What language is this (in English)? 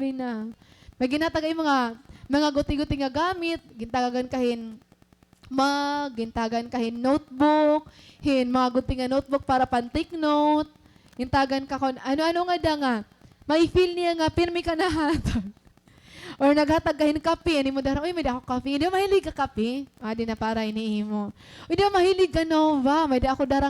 Waray